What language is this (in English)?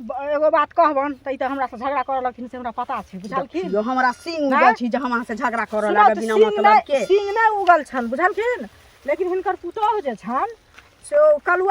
Maithili